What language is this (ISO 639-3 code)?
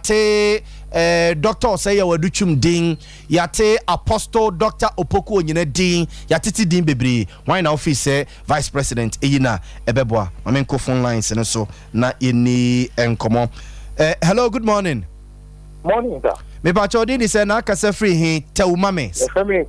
aka